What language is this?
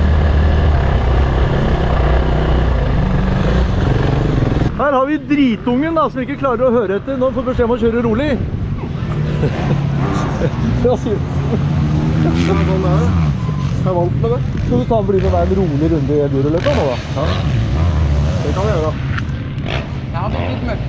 Norwegian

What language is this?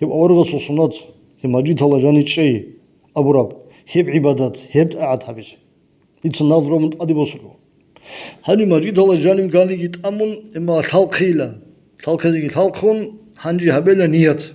Avaric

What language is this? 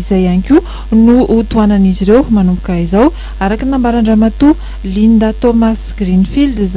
Malagasy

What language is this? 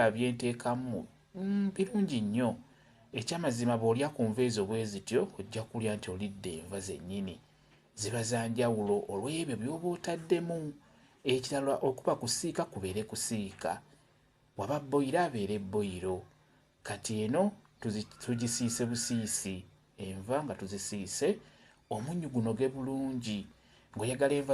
Ganda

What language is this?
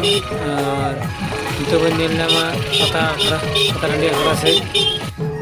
Santali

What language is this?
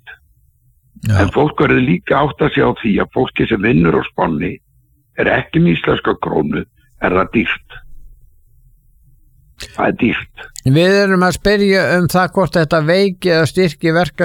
Icelandic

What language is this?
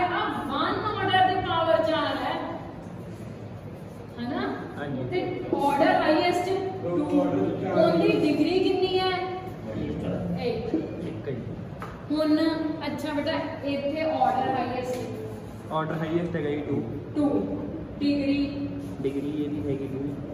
Punjabi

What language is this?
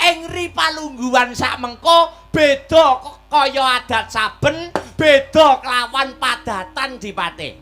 Javanese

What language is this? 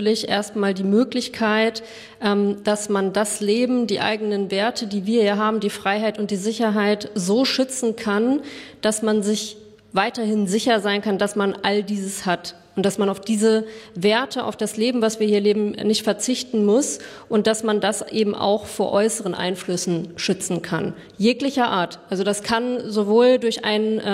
German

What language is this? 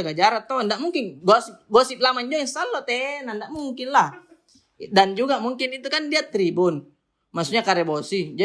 Makassar Malay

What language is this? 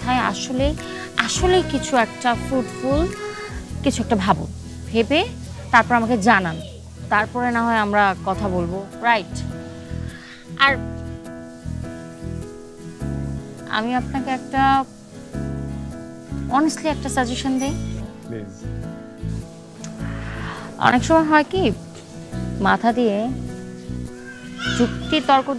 Bangla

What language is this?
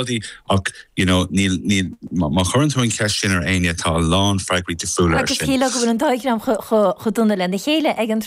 Irish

